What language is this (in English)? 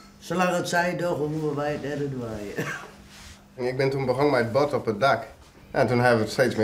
Western Frisian